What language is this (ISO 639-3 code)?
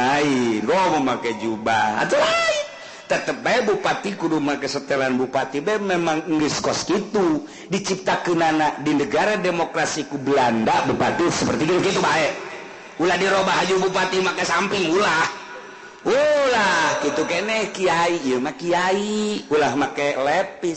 sun